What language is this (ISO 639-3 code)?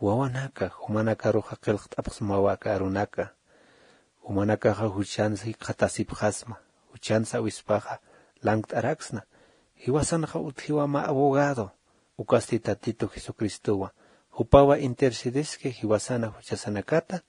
aym